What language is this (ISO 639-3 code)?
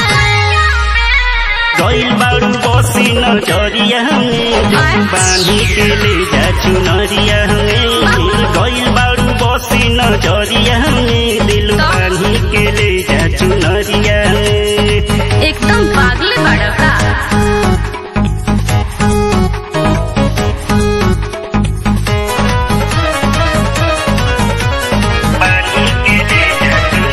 bho